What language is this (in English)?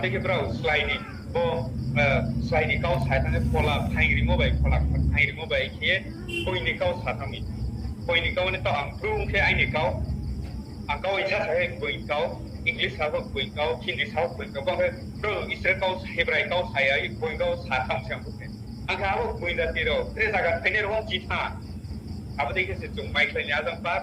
Riang (India)